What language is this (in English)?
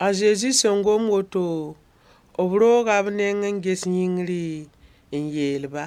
Mossi